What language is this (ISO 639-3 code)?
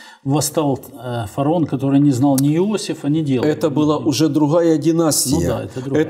rus